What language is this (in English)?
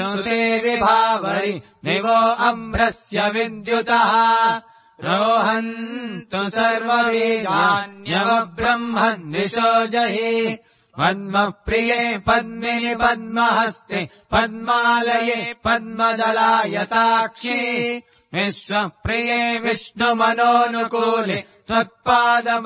Sanskrit